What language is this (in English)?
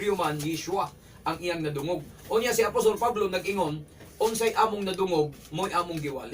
Cebuano